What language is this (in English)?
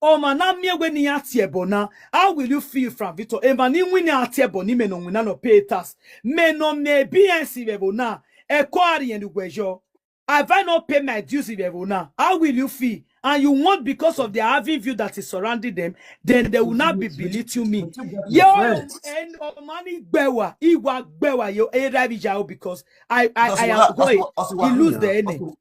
Nigerian Pidgin